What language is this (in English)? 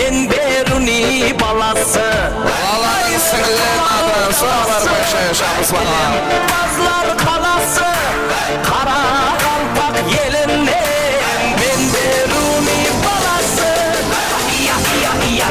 Kara-Kalpak